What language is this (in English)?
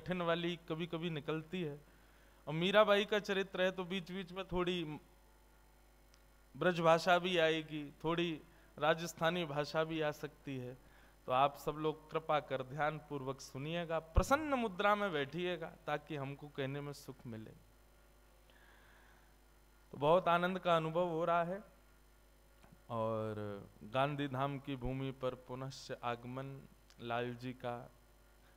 Hindi